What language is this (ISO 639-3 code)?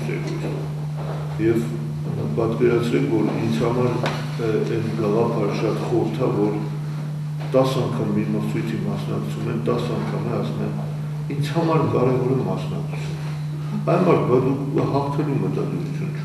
hye